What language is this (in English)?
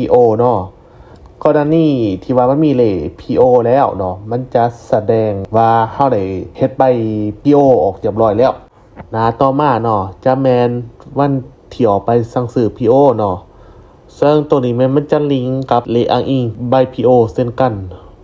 Lao